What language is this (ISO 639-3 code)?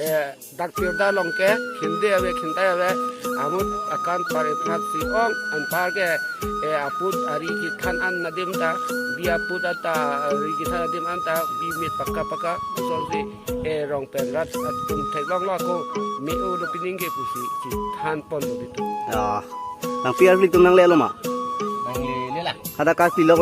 mjw